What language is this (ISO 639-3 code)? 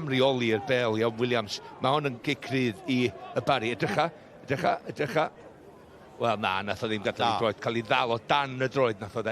cym